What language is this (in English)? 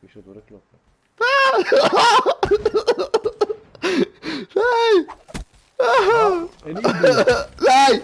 Swiss German